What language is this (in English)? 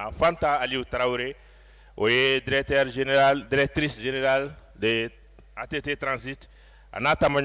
Bambara